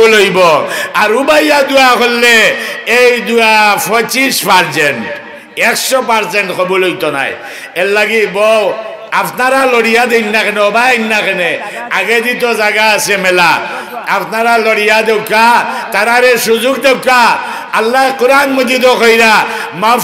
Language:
Sylheti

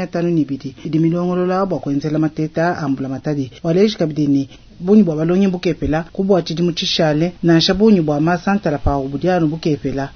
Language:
Luba-Lulua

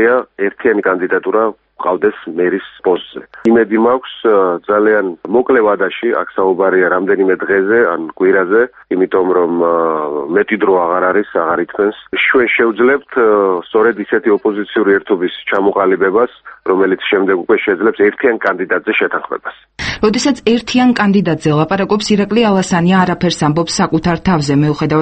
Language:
Georgian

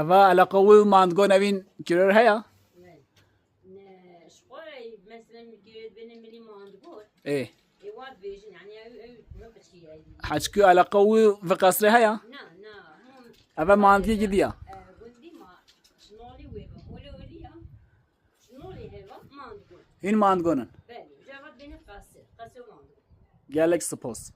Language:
Kurdish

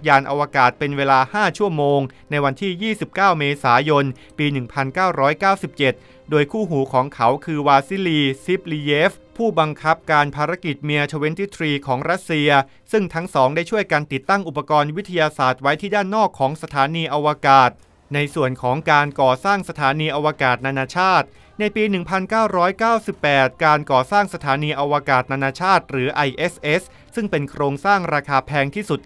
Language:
Thai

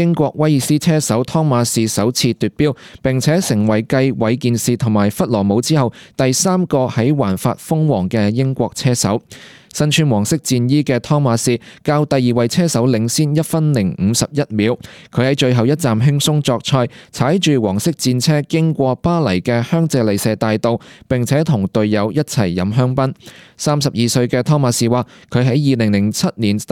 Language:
Cantonese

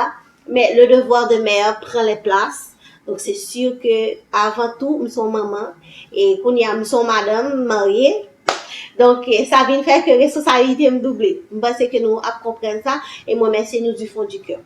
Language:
Haitian Creole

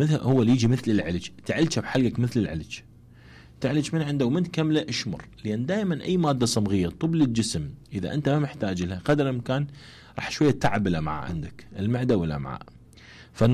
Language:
Mesopotamian Arabic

